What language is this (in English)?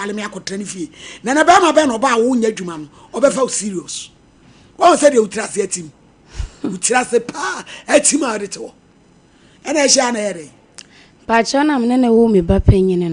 Akan